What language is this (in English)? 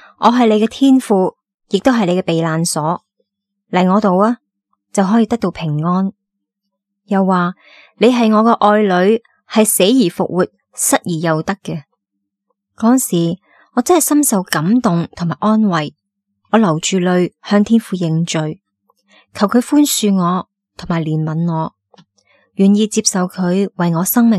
Cantonese